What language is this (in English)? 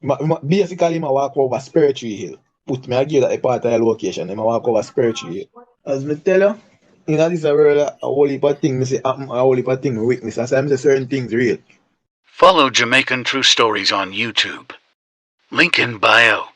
Jamaican Creole English